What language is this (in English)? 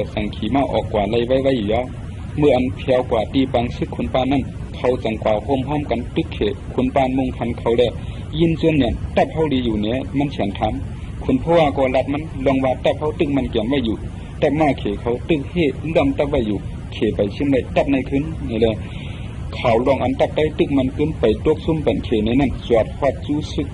Shan